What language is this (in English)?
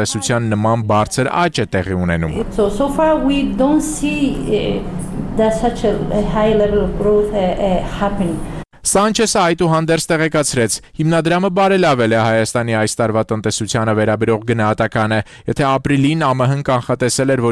Armenian